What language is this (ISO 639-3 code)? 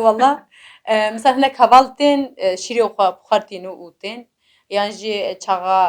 kur